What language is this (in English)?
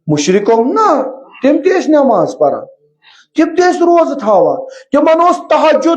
Kashmiri